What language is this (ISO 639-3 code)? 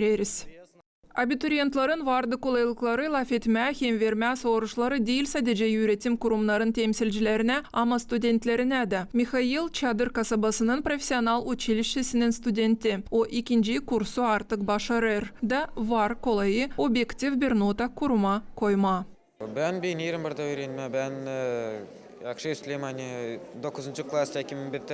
gag